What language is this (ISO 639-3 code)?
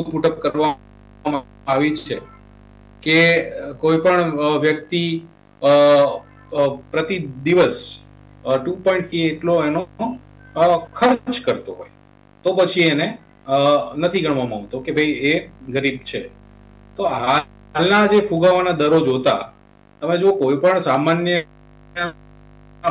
guj